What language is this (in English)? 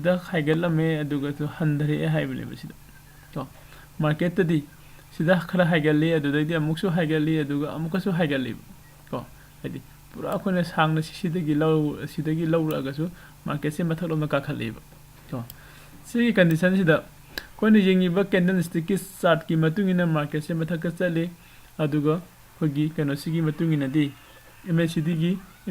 Manipuri